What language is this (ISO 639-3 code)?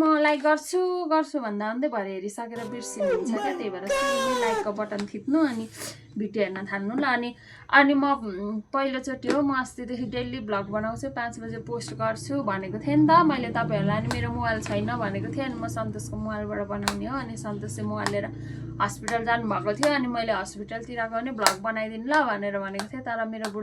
nep